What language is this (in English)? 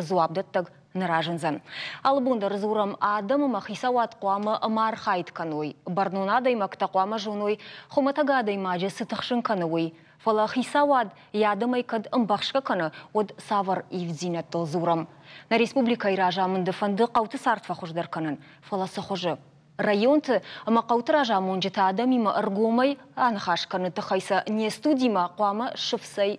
Ossetic